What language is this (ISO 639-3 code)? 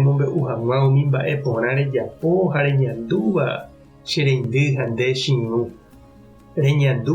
grn